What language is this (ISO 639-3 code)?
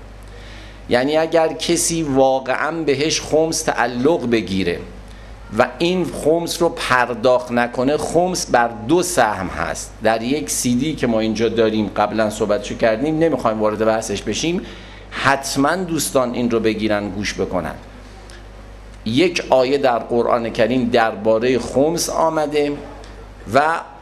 fas